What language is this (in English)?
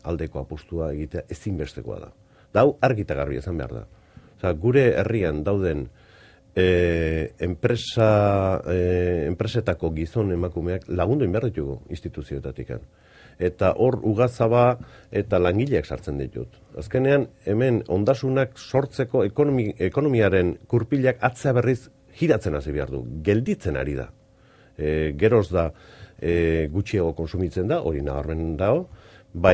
Basque